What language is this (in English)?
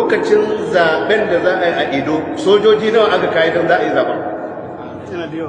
Hausa